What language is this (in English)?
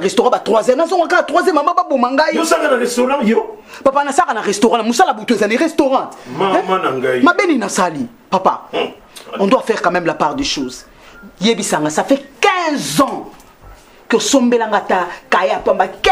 Lingala